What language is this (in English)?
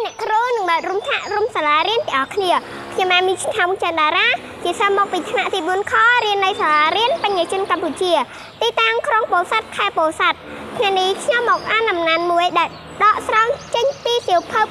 Khmer